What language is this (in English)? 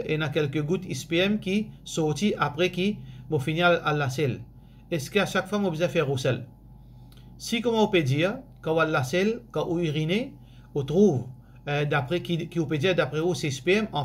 Morisyen